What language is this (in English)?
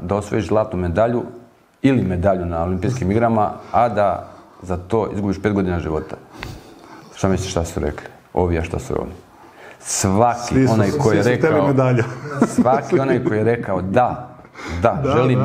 Serbian